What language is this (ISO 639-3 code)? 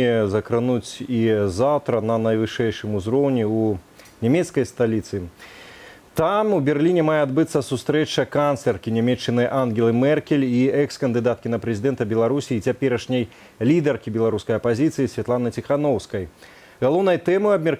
bel